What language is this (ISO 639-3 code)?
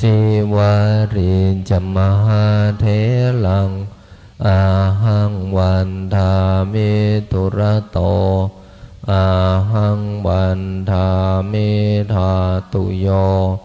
pli